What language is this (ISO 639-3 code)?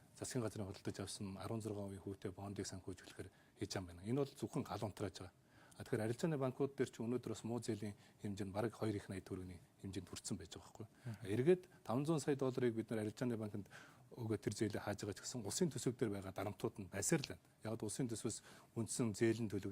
mon